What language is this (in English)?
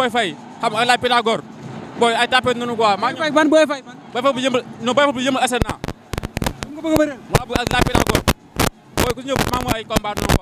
Wolof